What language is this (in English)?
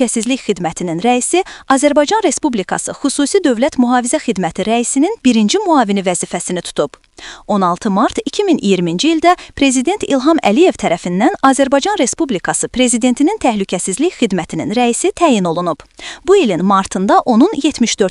Azerbaijani